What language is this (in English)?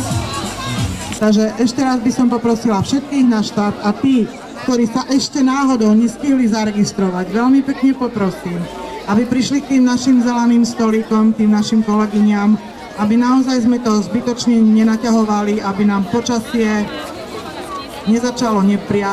Slovak